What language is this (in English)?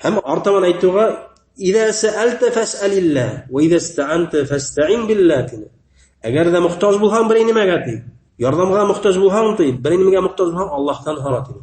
Bashkir